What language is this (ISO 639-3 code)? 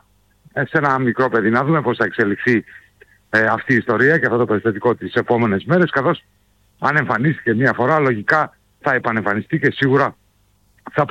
ell